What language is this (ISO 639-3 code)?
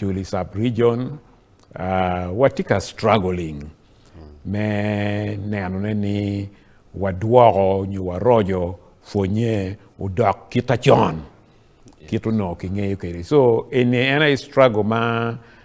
ach